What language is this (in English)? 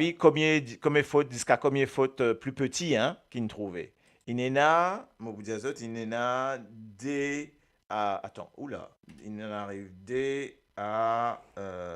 Morisyen